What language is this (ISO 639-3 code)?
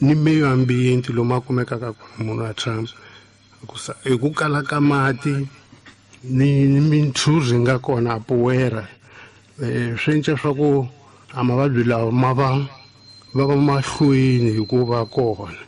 tso